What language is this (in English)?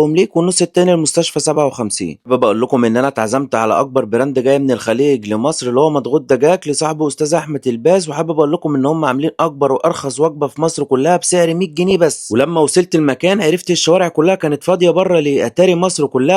Egyptian Arabic